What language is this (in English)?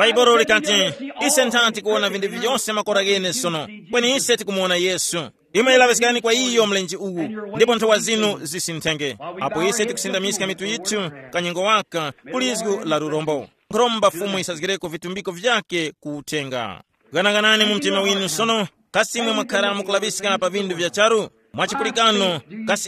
Tumbuka